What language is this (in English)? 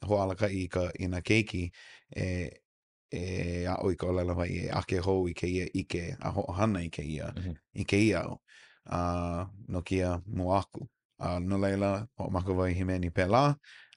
Hawaiian